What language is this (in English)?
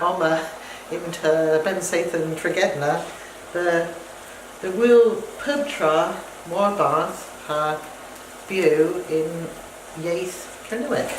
Cornish